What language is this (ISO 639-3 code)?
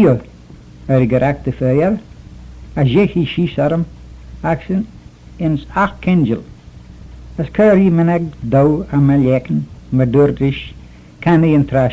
glv